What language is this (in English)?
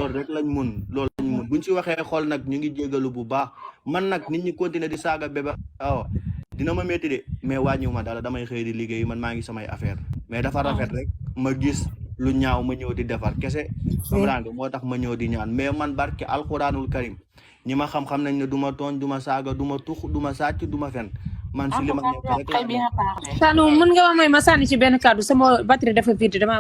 Wolof